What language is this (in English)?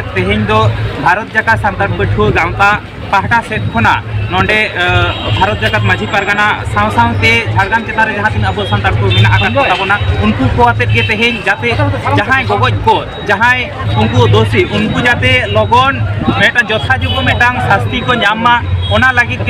Santali